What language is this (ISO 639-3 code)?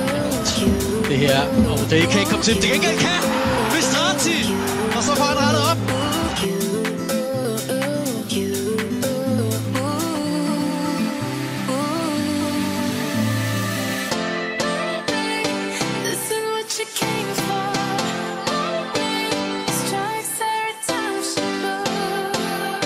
dan